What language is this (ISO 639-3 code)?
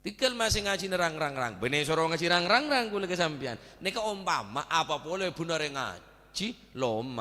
mad